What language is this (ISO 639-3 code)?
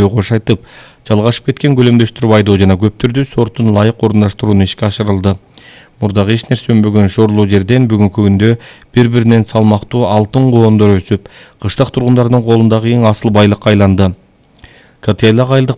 kir